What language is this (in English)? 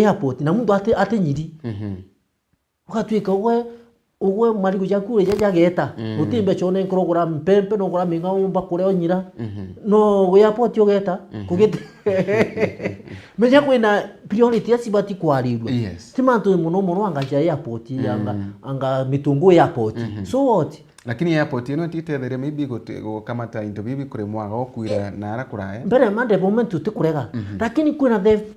Meru